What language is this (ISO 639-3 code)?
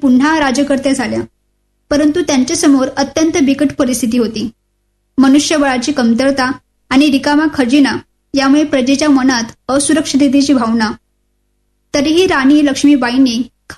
mar